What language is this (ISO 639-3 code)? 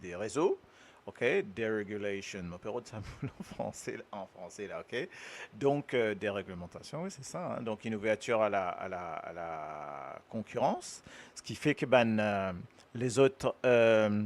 mfe